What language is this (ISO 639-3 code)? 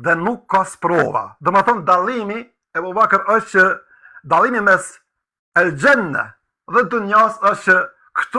sqi